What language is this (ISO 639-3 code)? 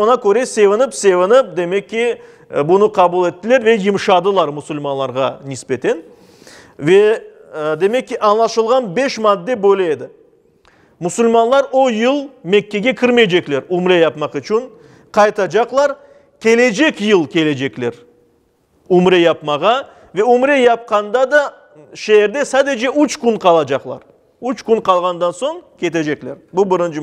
crh